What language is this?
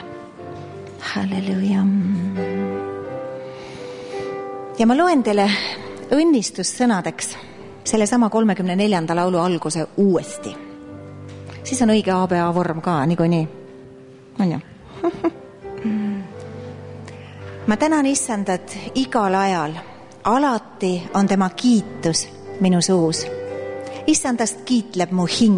Estonian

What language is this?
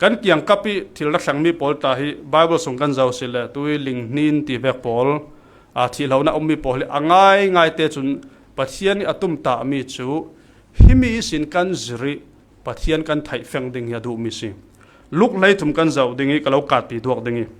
Falam Chin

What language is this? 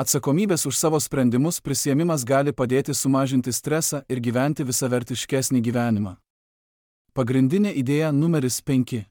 Lithuanian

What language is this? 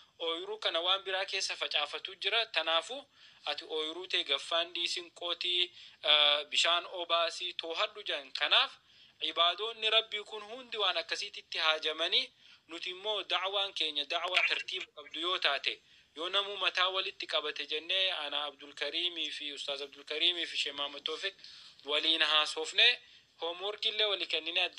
Oromo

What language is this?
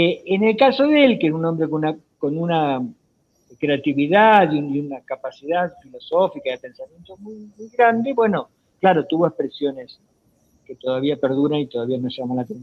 Spanish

